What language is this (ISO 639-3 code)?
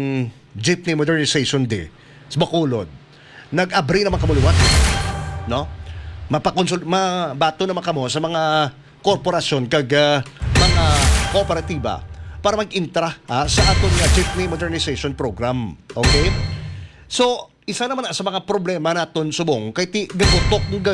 hil